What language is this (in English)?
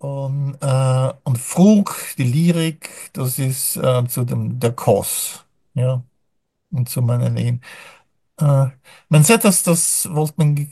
Yiddish